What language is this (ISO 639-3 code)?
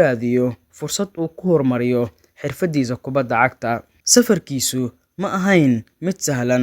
som